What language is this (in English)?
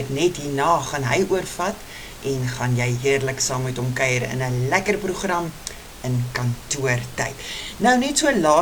Afrikaans